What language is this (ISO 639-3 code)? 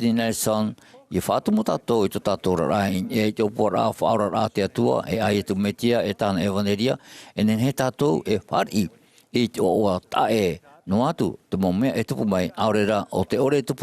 tah